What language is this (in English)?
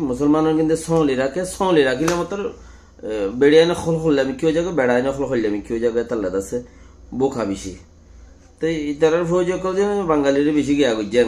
Rohingya